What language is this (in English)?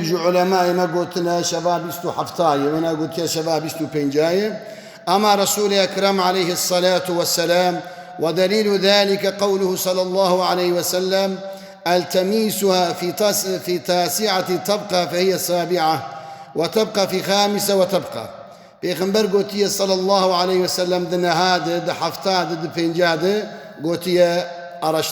Kurdish